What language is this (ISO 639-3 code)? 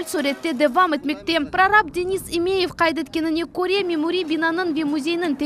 crh